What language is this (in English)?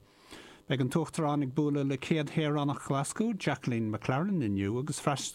Irish